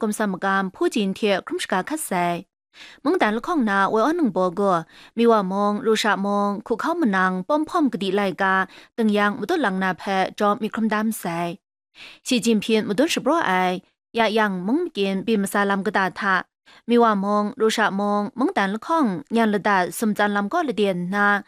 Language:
Kachin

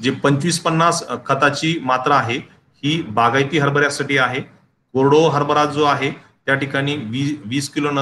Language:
Marathi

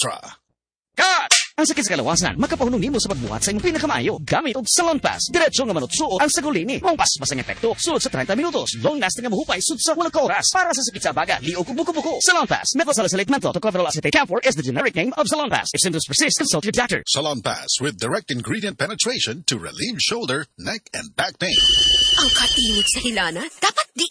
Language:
Cebuano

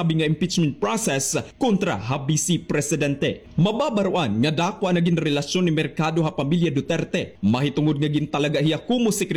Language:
Waray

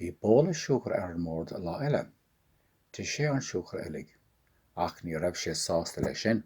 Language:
Irish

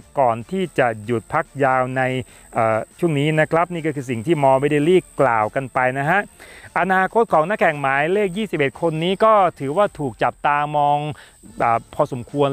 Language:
Thai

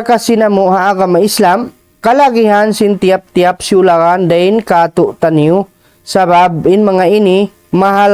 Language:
Tausug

